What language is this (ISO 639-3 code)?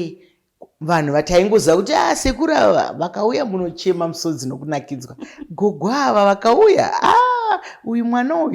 sna